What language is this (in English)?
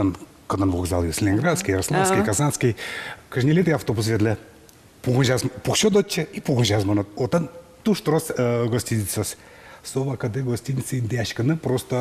Udmurt